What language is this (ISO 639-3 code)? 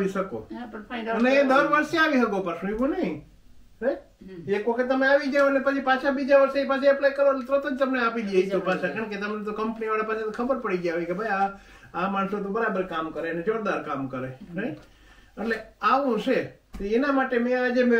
guj